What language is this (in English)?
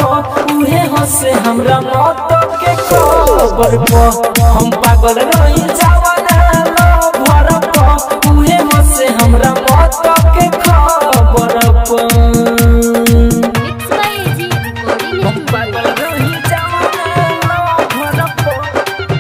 Bhojpuri